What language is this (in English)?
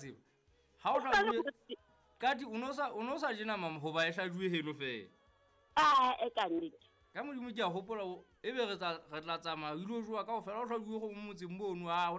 Southern Sotho